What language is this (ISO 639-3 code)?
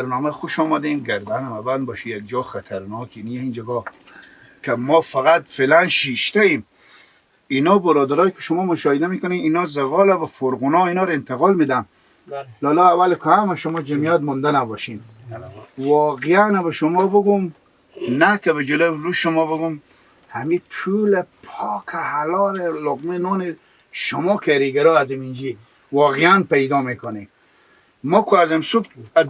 fas